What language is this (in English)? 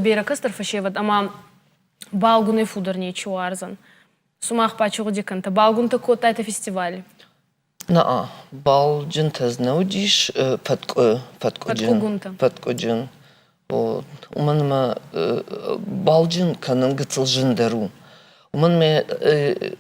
Ossetic